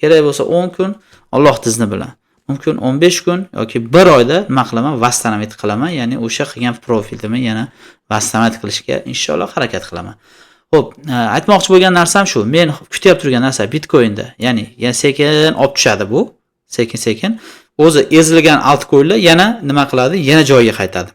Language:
Uzbek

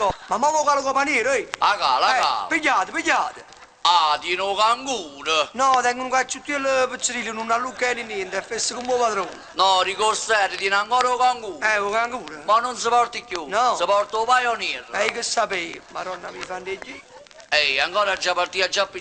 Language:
Neapolitan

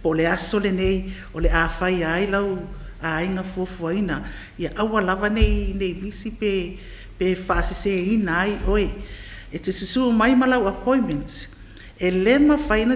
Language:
Samoan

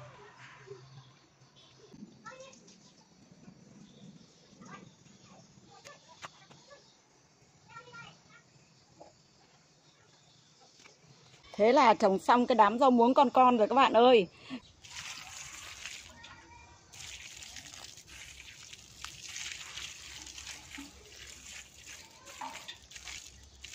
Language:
Vietnamese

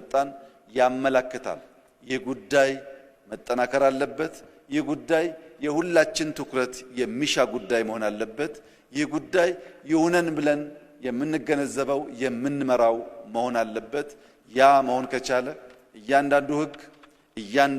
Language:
Amharic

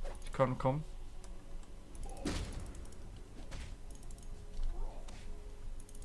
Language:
German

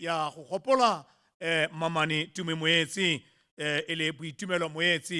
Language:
Tswana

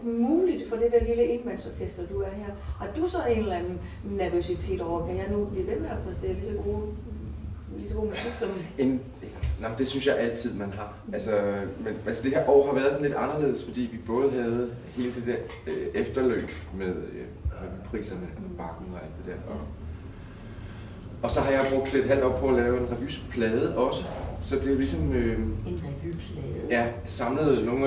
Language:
Danish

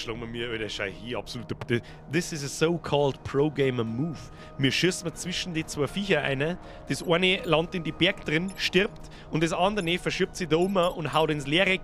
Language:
Bavarian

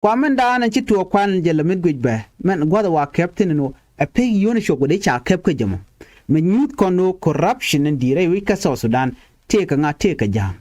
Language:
Nuer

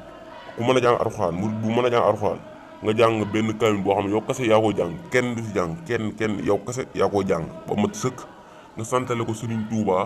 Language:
Wolof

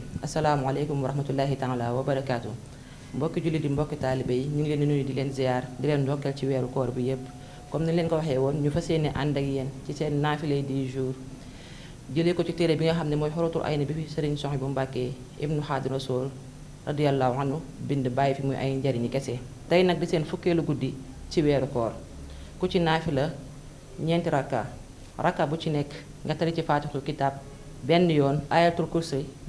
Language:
Wolof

